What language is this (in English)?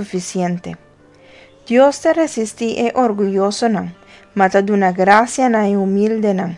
Papiamento